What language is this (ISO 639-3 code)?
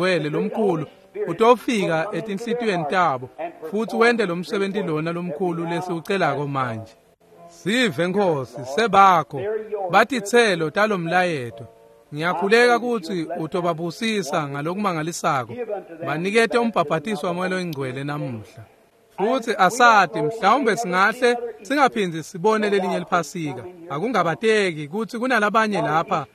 ssw